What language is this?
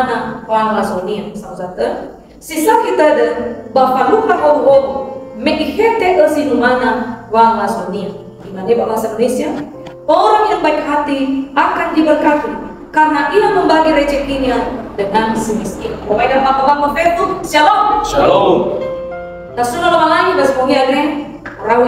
Nias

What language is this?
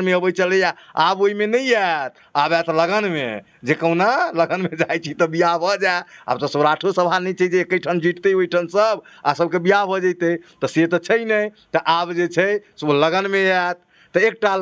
Maithili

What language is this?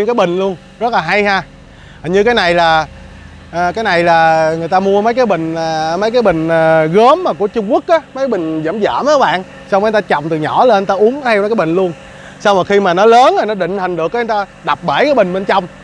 Vietnamese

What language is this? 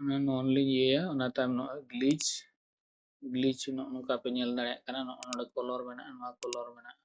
Santali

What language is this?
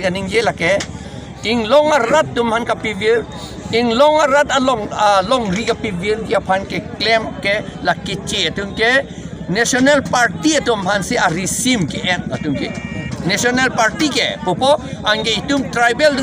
Karbi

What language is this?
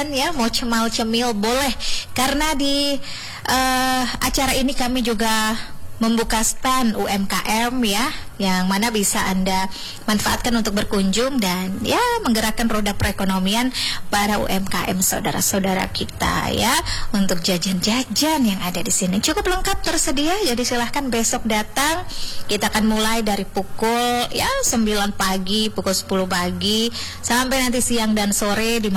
Indonesian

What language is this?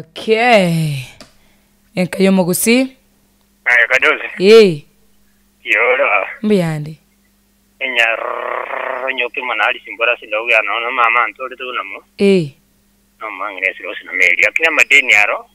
Gusii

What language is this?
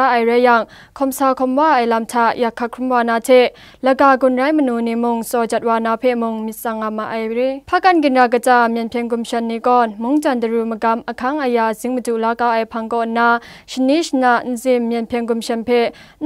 Kachin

